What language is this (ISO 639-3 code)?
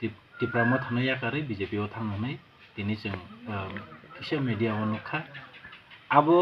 trp